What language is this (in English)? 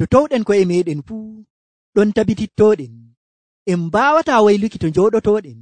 Nigerian Fulfulde